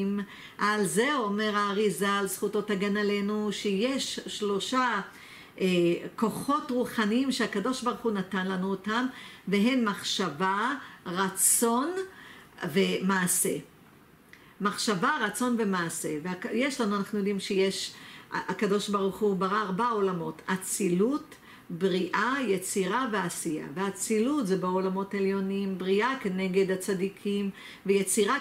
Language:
Hebrew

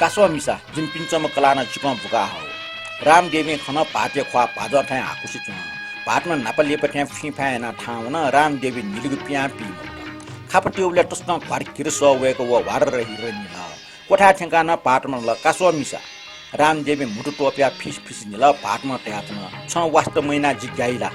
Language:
Newari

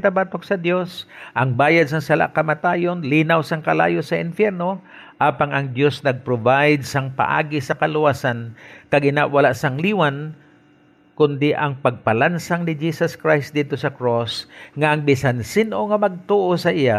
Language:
Hiligaynon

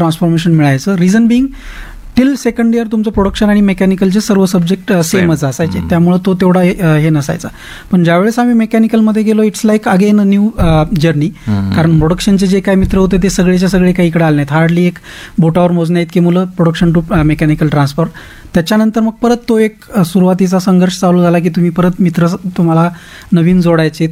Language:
Marathi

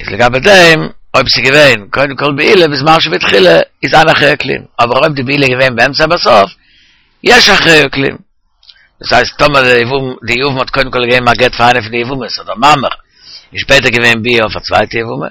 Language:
Yiddish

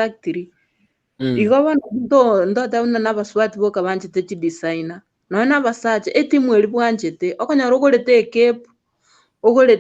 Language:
Gusii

